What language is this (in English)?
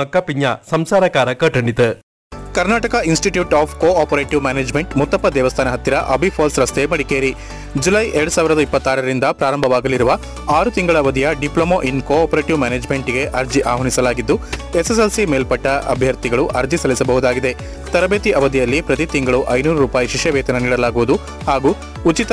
Kannada